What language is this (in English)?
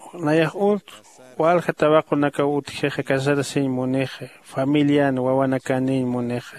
Aymara